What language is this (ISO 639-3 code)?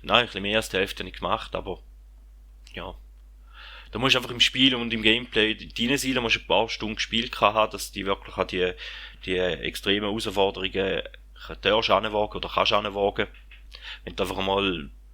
gsw